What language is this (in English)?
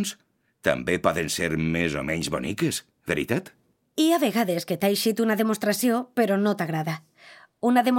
Catalan